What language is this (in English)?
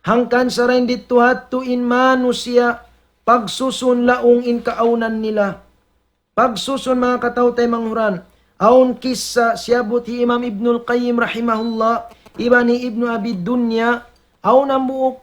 Tausug